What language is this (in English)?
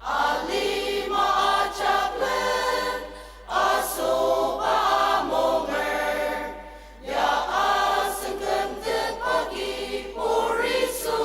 Ao Naga